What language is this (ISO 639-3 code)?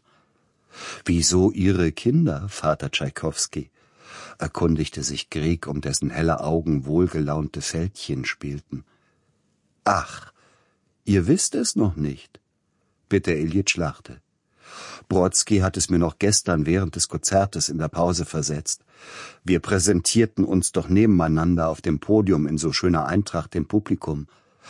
deu